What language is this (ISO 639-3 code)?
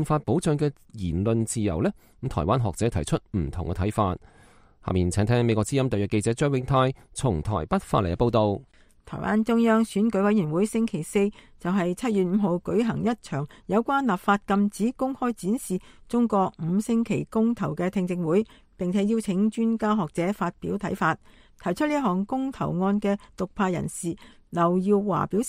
yue